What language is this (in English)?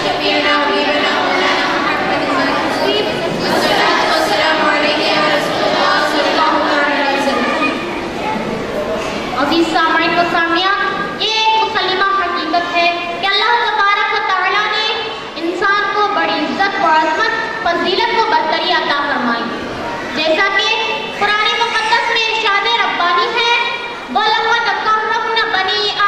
Urdu